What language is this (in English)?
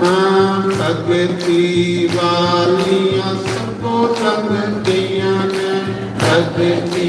Dogri